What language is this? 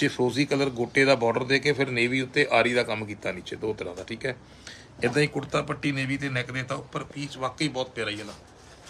Punjabi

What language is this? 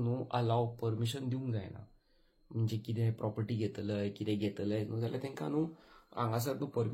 Konkani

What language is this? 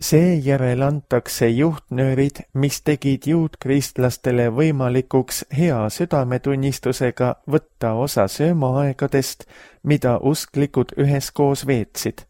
Estonian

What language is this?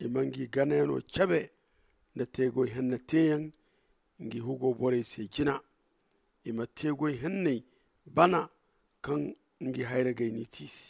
Zarma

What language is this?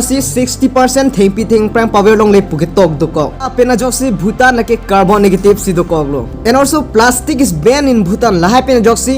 Karbi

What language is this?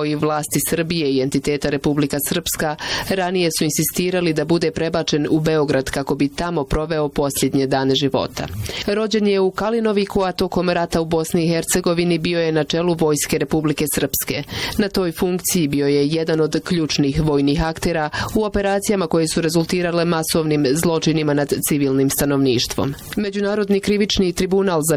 Bosnian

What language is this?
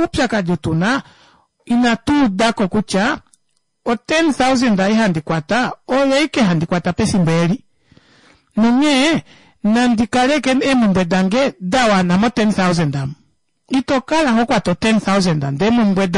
Kuanyama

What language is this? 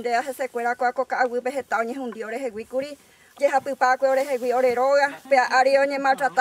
Guarani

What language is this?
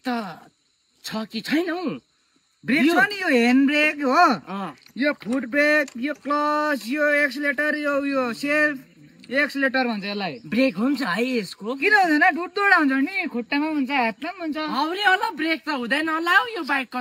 Nepali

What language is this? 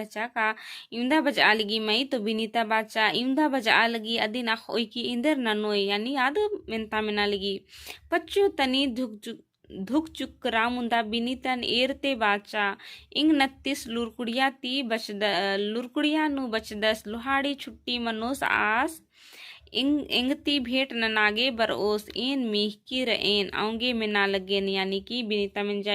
Kurukh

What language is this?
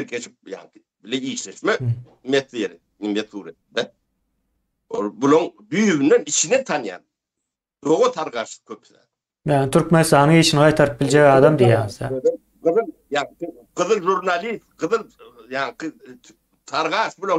Turkmen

